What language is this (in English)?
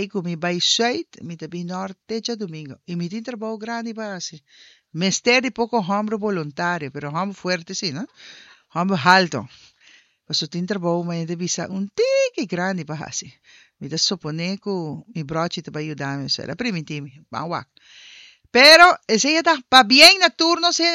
Papiamento